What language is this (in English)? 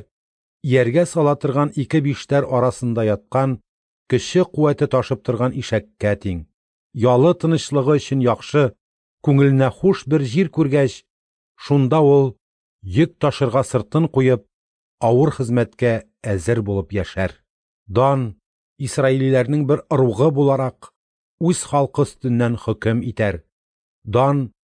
Tatar